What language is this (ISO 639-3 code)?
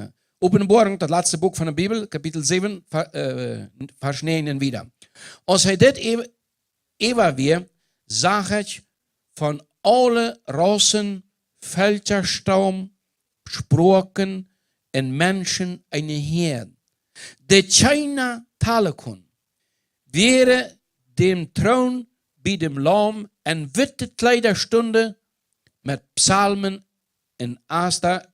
pdt